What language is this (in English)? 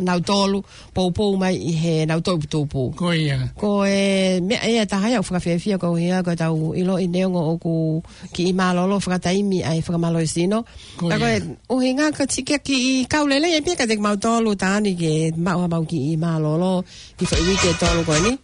Tongan